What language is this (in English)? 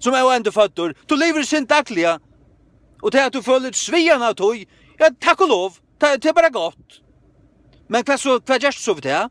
Faroese